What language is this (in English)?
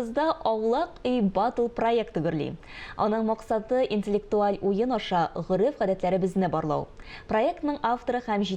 Tatar